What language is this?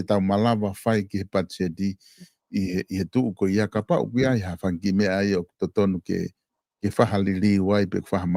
Tongan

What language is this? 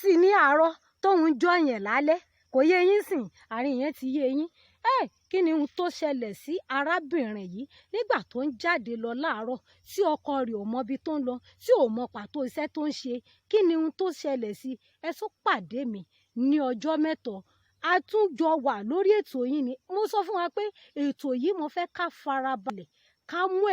Yoruba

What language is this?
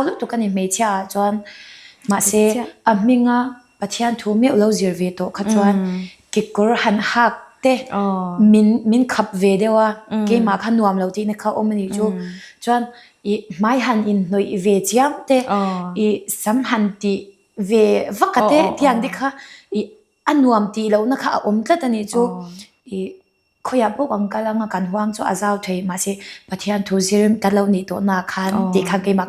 Mizo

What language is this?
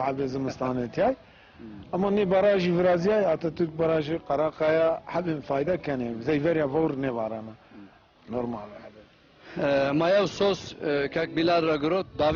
Zaza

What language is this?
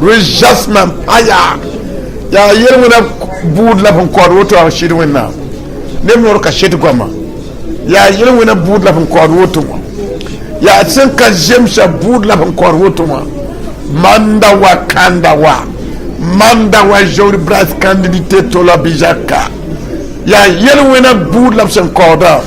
Mossi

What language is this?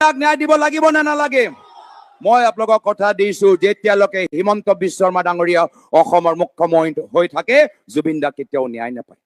Assamese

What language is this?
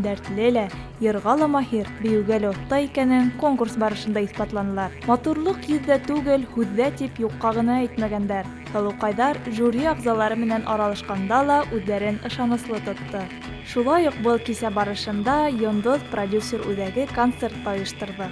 Bashkir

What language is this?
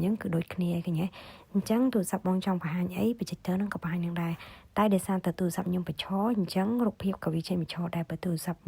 Khmer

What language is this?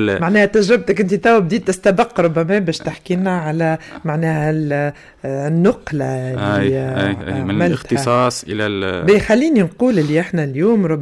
Tunisian Arabic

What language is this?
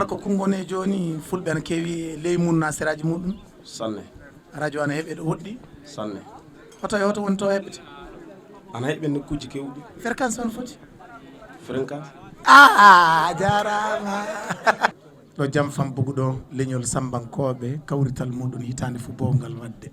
Fula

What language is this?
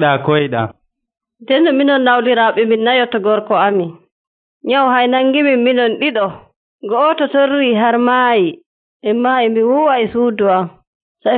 Nigerian Fulfulde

